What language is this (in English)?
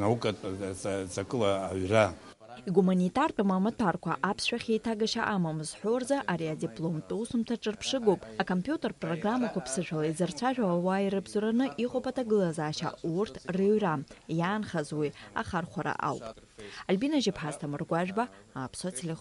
Abkhazian